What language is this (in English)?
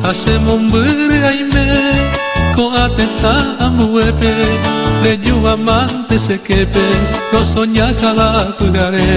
Guarani